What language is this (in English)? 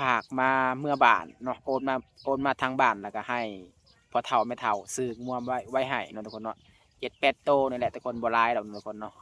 Lao